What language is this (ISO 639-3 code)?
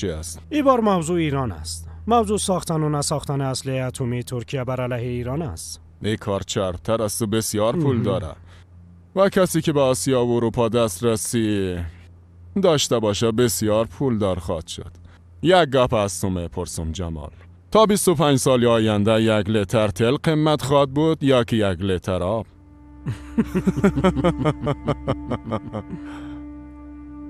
fas